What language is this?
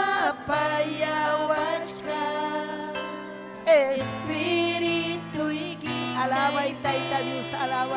Ayacucho Quechua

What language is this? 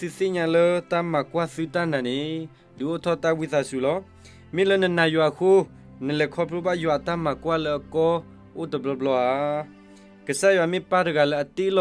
S'gaw Karen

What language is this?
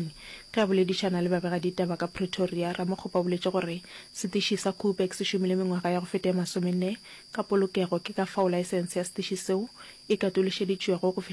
Northern Sotho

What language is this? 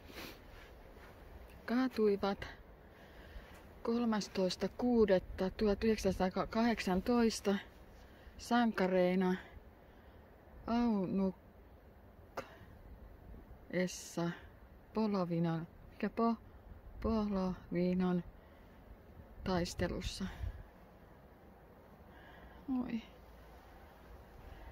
Finnish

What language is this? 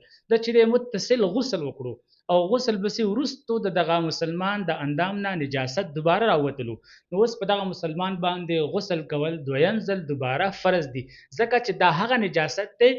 Pashto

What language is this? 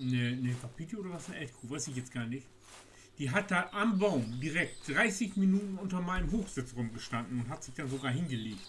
Low German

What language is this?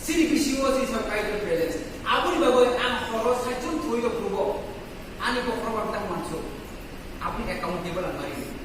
Kok Borok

